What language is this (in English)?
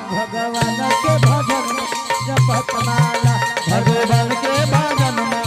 Angika